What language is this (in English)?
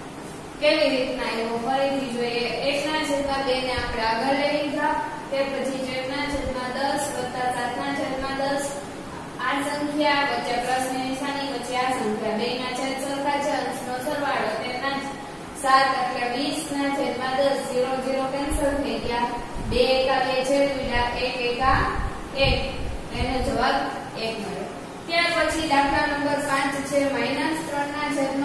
Gujarati